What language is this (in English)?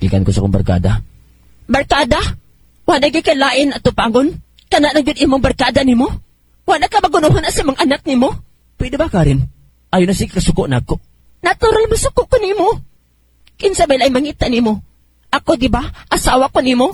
Cebuano